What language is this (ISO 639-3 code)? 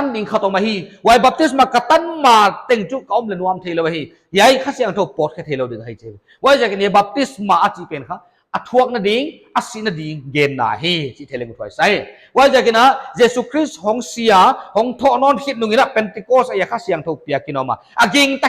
pck